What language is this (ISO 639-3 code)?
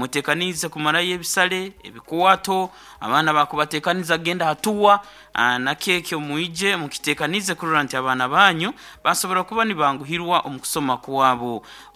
nyo